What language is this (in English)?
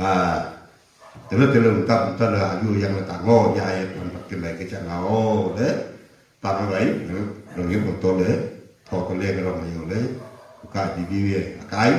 Wancho Naga